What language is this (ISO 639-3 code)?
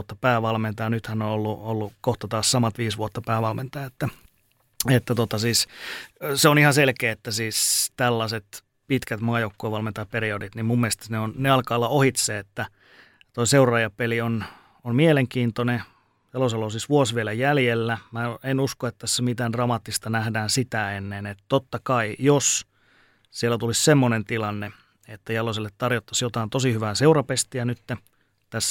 fin